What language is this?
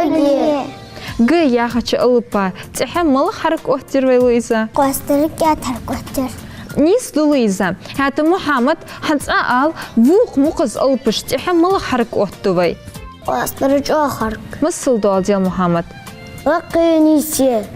Ingush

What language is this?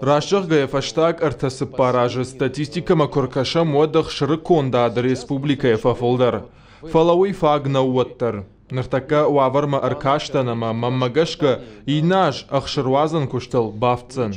Ossetic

